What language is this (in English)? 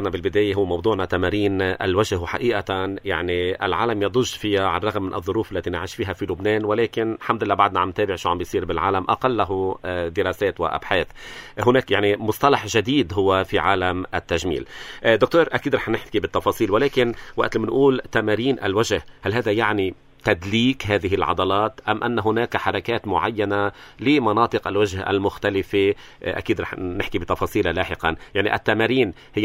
North Levantine Arabic